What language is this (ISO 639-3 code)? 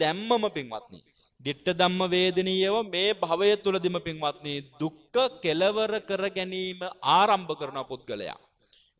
sin